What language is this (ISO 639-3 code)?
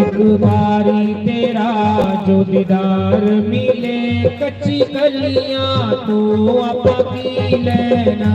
doi